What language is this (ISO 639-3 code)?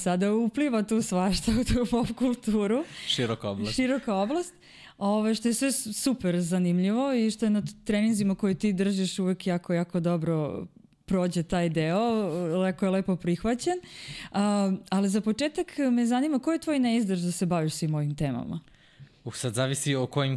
srp